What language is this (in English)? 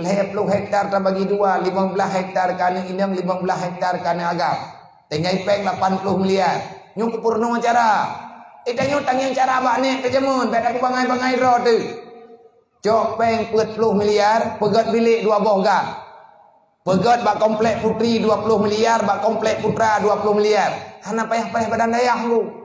Achinese